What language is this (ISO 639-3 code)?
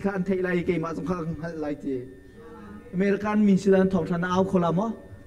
cnh